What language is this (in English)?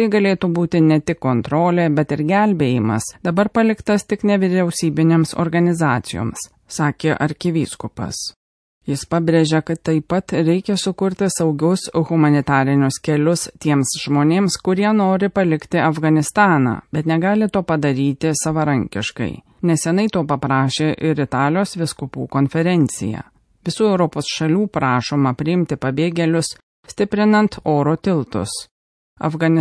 Lithuanian